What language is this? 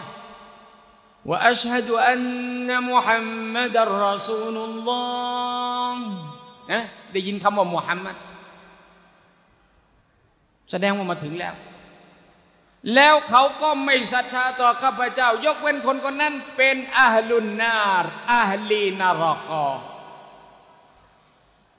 Thai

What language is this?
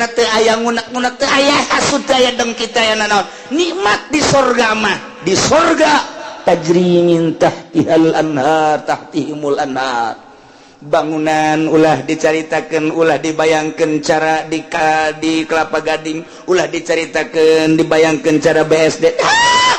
Sundanese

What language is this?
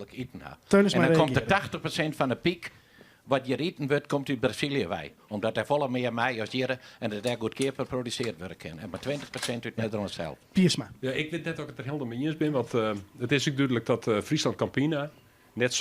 Western Frisian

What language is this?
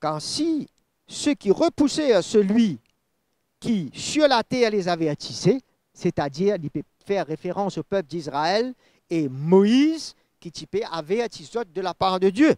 Morisyen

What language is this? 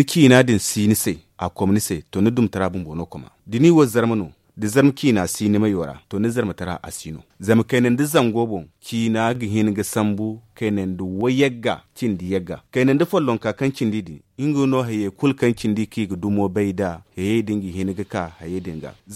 Zarma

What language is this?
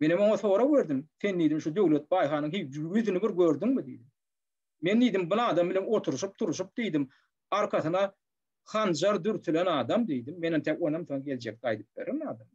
Turkmen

